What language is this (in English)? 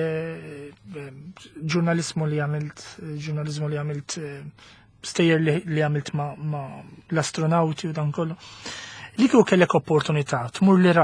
Maltese